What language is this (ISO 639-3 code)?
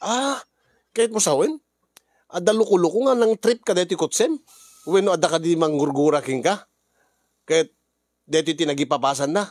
ilo